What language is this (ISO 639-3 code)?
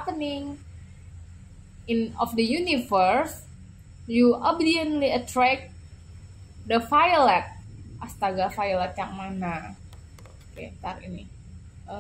ind